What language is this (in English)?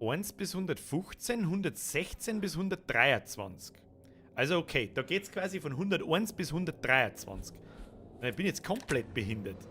Bavarian